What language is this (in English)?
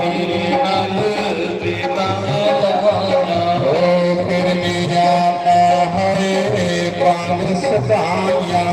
Dogri